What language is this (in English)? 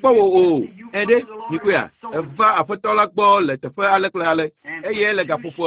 Ewe